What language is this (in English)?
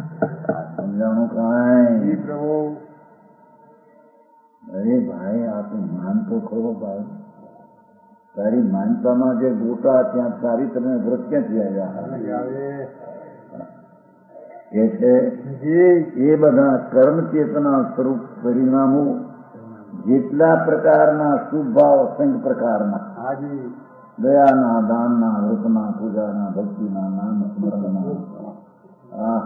Gujarati